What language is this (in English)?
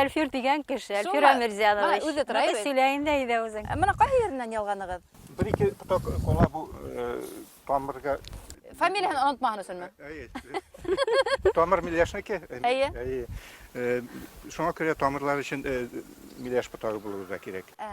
Bashkir